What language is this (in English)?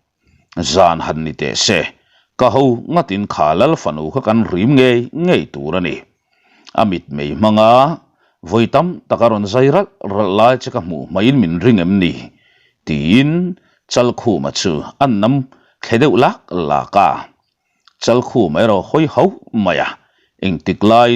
Mizo